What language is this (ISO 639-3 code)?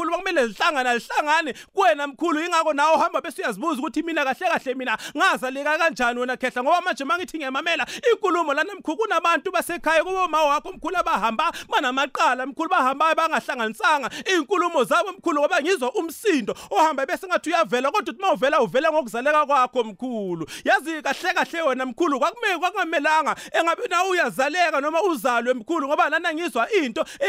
nbl